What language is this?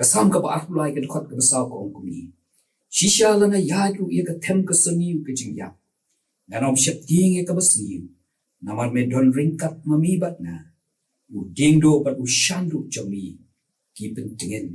Khasi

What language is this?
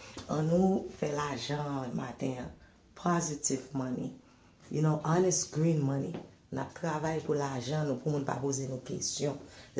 Haitian Creole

